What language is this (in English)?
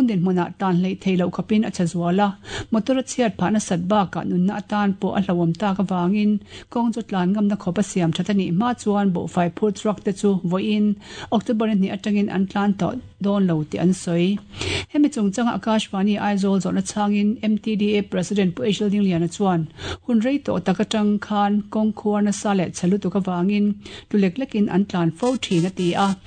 Mizo